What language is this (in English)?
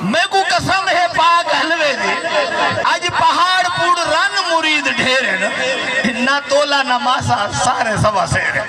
Saraiki